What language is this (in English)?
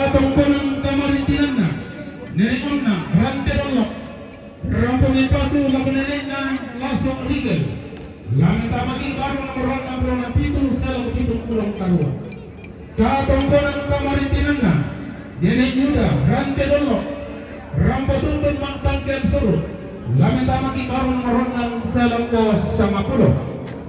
Toraja-Sa'dan